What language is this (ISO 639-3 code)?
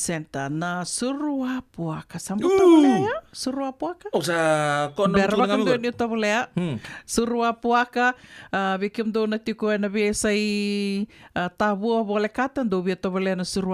fij